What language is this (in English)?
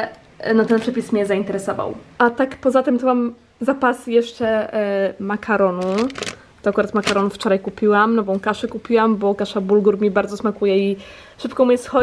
Polish